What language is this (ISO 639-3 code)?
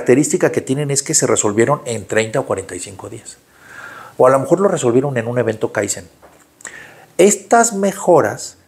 spa